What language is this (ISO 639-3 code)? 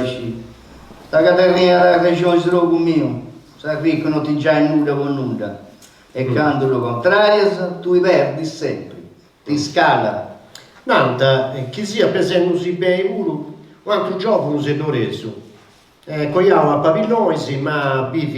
srd